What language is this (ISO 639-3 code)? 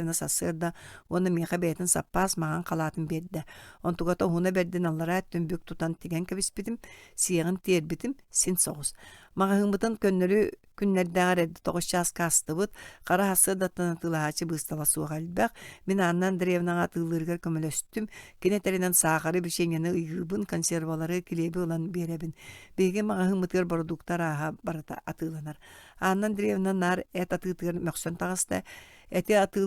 sah